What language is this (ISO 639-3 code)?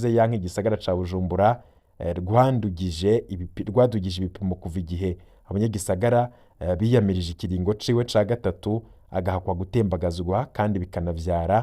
run